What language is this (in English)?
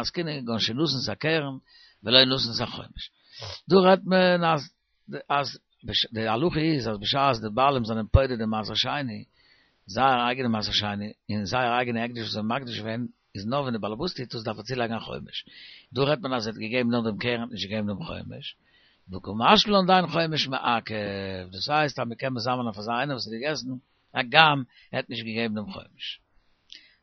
Yiddish